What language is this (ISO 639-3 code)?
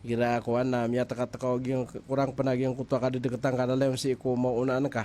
mrw